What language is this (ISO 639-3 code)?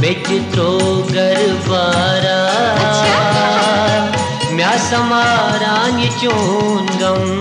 kas